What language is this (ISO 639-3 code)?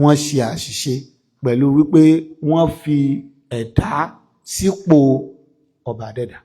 yor